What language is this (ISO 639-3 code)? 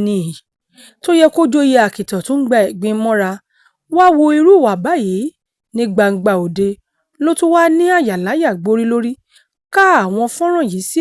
yor